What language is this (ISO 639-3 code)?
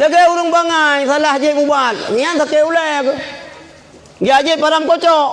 ace